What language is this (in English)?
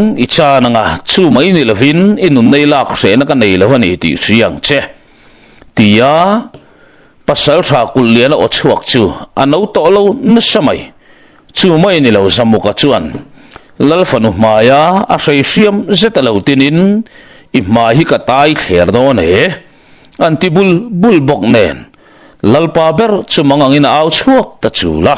Mizo